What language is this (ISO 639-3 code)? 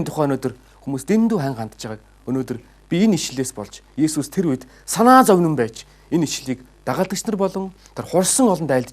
mon